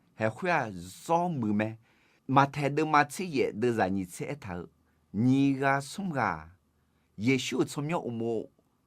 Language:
Akha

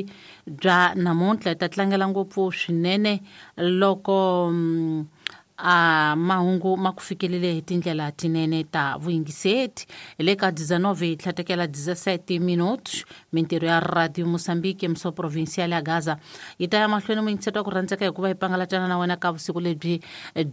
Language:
Tsonga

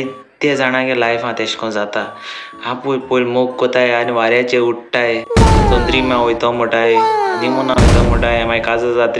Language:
Konkani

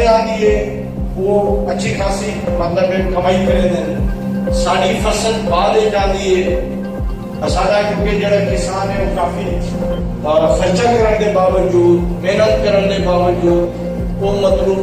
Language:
Saraiki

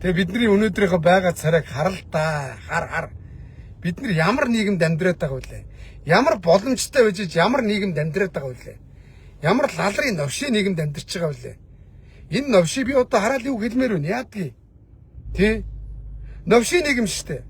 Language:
Mongolian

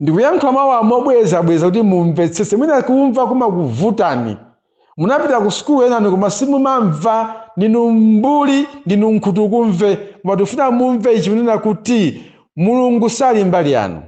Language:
Nyanja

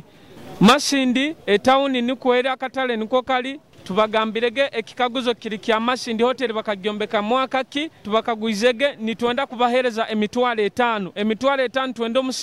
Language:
Nyoro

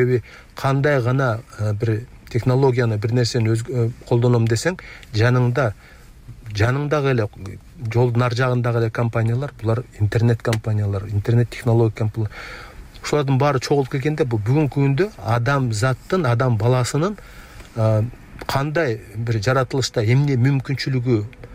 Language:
Kyrgyz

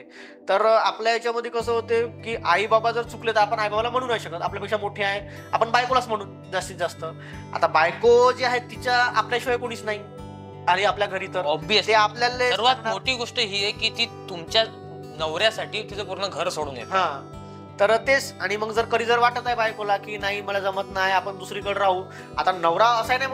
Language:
Marathi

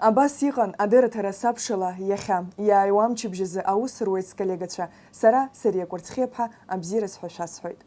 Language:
Abkhazian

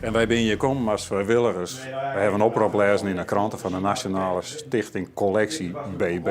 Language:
Western Frisian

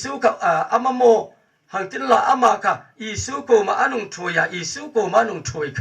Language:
Hmar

